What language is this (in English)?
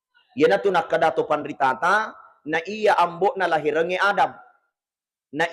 Buginese